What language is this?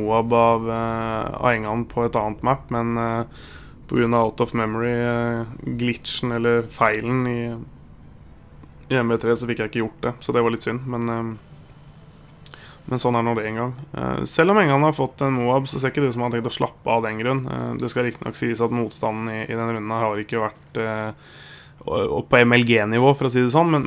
Norwegian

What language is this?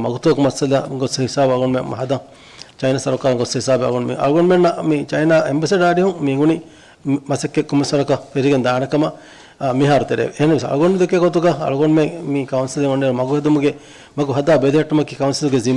Divehi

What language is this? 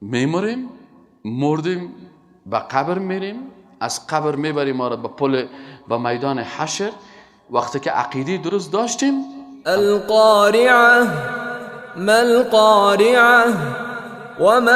Persian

